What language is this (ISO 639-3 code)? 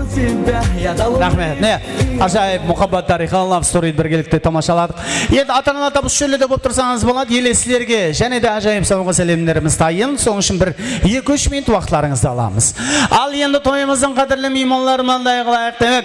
kaa